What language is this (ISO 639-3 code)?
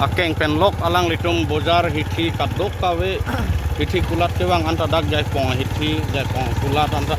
mjw